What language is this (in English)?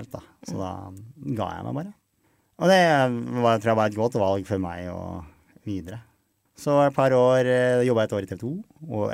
Norwegian